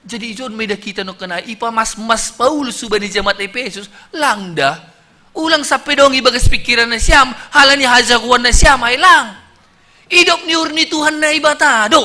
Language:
Batak Simalungun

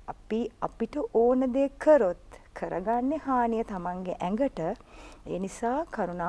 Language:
Sinhala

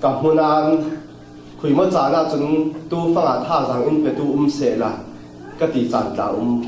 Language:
Falam Chin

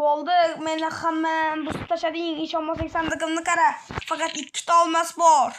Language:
Uzbek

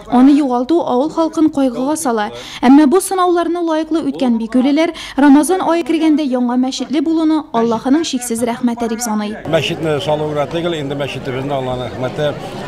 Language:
Tatar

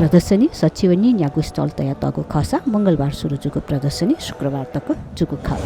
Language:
Newari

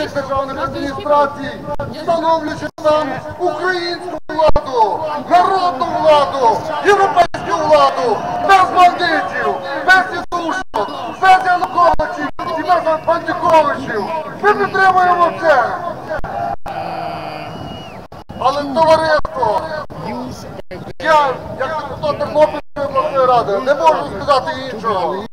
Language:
Ukrainian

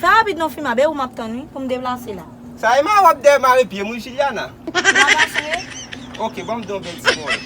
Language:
Haitian Creole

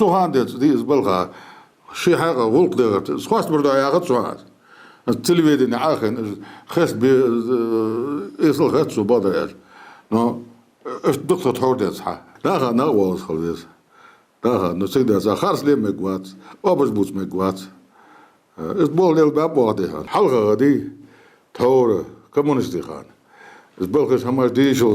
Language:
Ingush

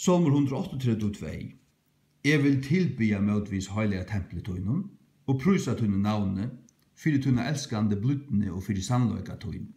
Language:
Faroese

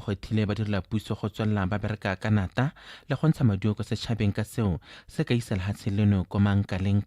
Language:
Tswana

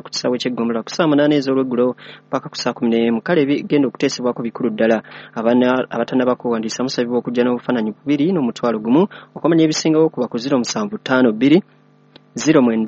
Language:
Ganda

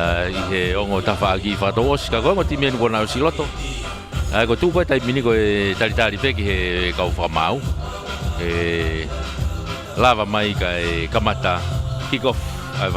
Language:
Tongan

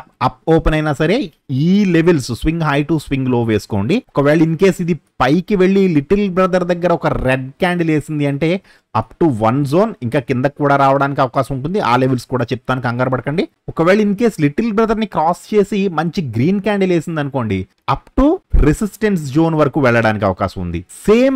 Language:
Telugu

